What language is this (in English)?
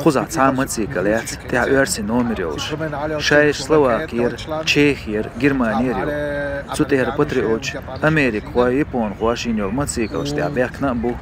Chechen